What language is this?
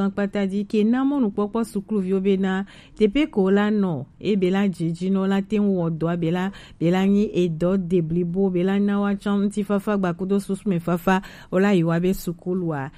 Gen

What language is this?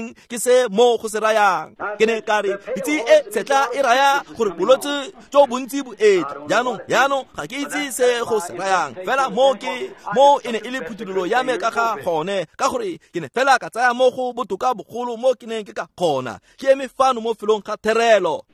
Tswana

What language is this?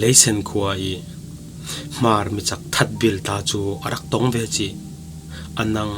Falam Chin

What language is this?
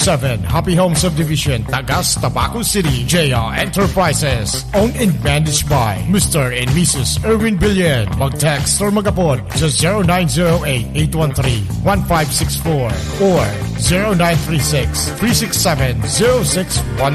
Bikol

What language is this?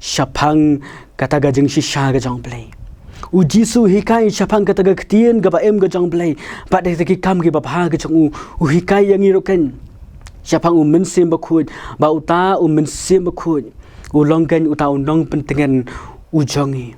Khasi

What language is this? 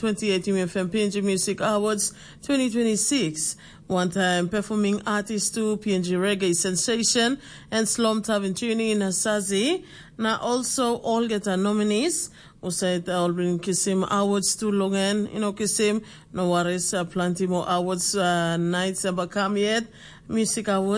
Tok Pisin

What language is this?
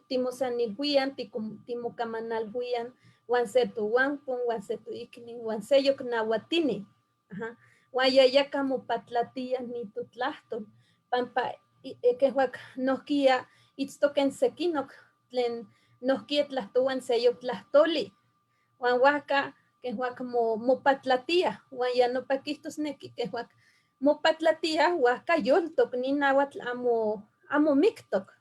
Eastern Huasteca Nahuatl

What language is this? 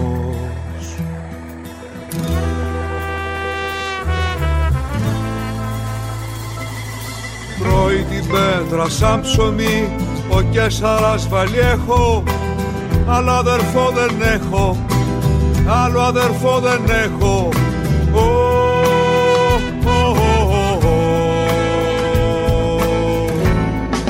Greek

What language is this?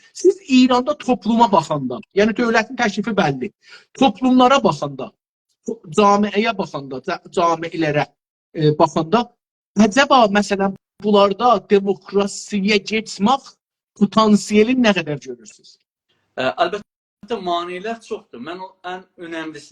South Azerbaijani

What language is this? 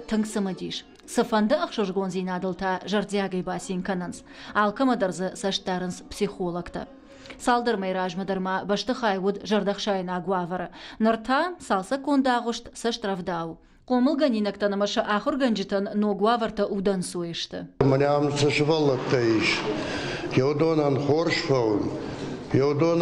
Ossetic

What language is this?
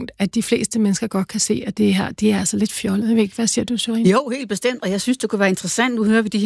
Danish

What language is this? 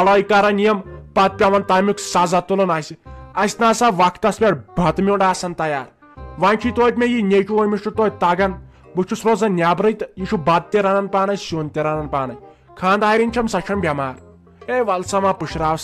Kashmiri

